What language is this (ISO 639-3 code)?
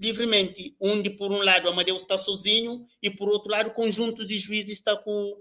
kea